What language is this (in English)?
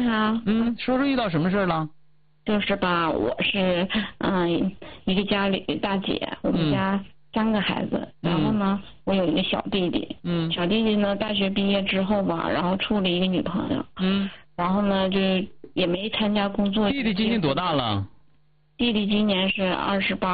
Chinese